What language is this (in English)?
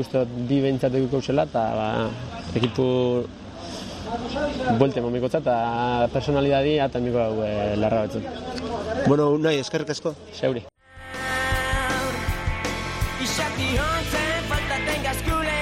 Basque